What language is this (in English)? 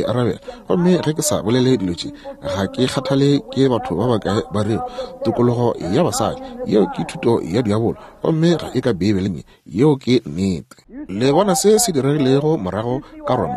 Northern Sotho